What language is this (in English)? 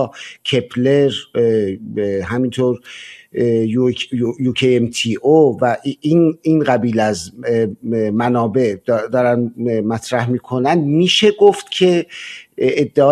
Persian